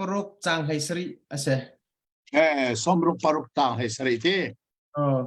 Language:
Hakha Chin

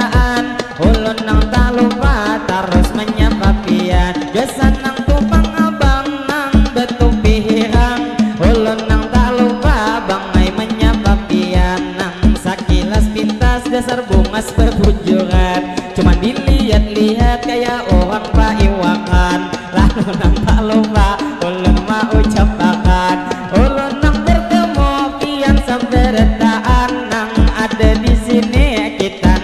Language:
Banjar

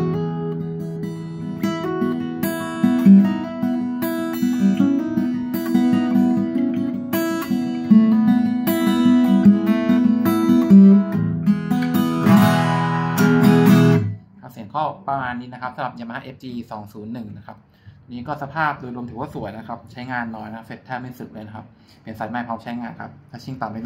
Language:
Thai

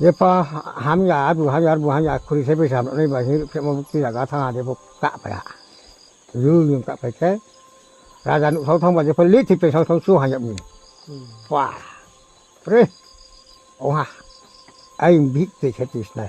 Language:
Riang (India)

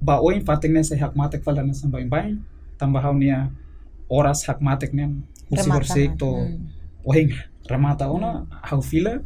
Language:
Tetum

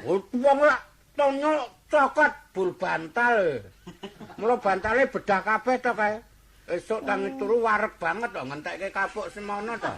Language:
Javanese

